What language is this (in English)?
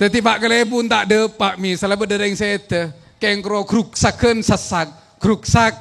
Madurese